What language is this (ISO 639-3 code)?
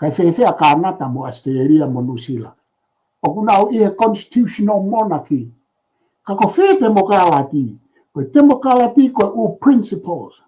ton